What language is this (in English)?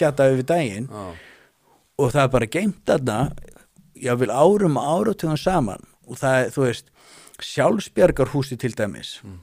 Icelandic